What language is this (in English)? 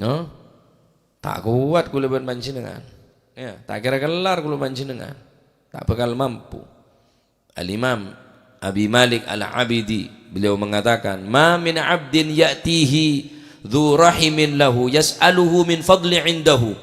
Madurese